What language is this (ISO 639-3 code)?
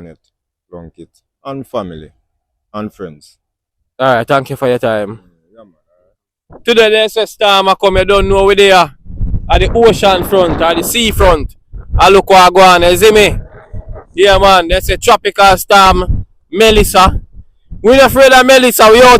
jam